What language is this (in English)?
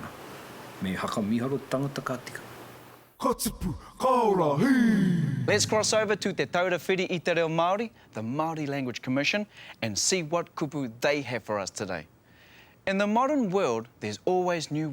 Māori